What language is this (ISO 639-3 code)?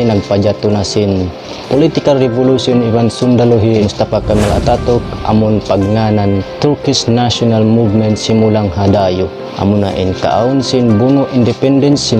tsg